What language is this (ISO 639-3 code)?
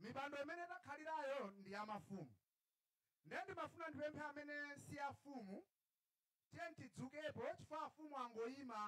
nya